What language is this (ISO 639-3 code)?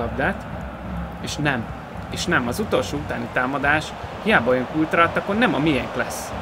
hun